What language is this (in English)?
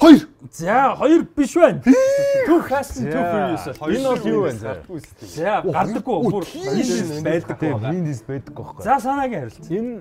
Mongolian